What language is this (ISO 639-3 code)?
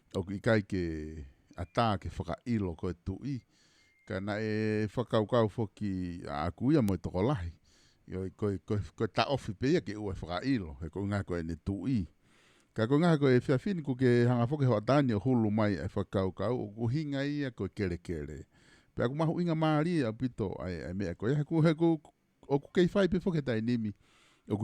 ton